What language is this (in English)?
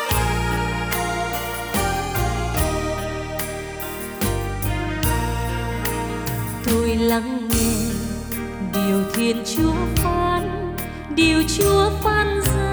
Vietnamese